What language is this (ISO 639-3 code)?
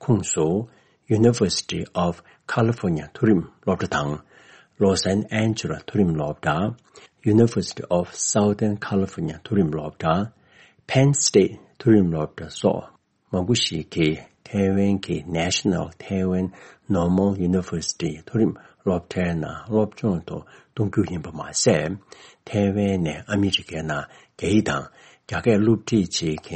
bod